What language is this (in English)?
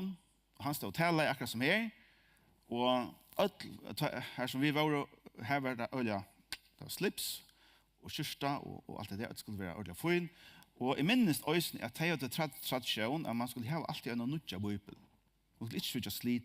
Faroese